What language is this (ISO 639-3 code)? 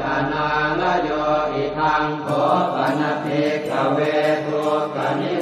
pli